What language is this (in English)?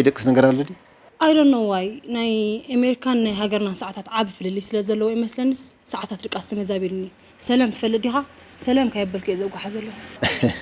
Tigrinya